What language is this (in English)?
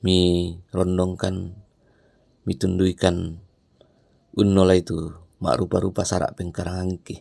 Toraja-Sa'dan